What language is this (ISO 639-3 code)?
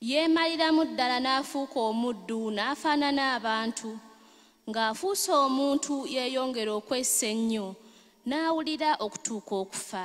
lug